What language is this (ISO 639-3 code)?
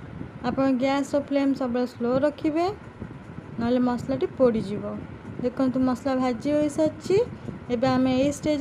ori